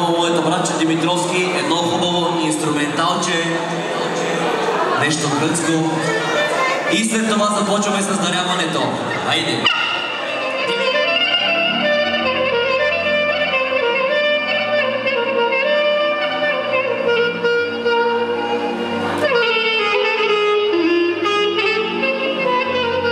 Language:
Bulgarian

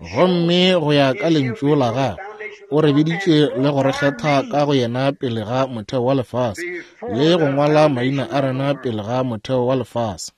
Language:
Northern Sotho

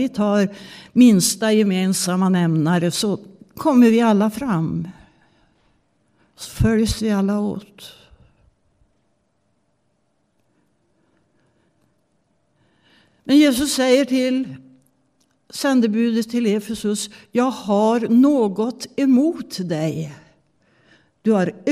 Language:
Swedish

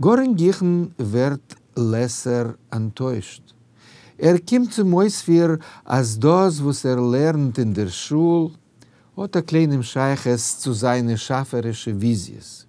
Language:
Yiddish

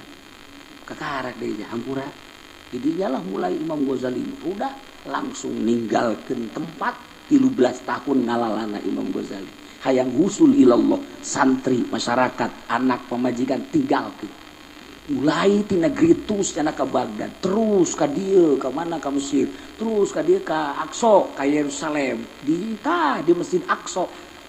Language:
Sundanese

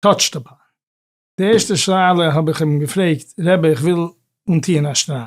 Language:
Yiddish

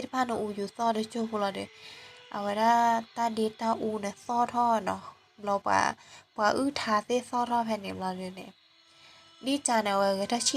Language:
S'gaw Karen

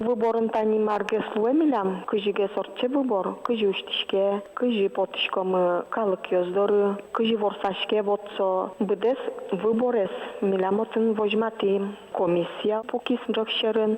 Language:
Udmurt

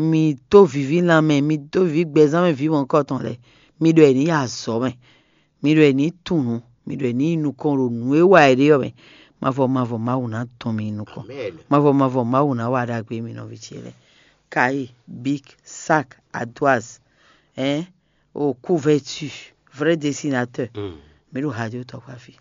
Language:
Fon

